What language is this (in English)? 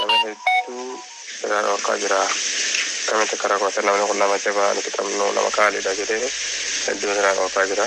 Oromo